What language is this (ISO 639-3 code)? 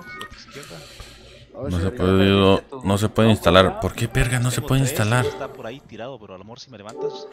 spa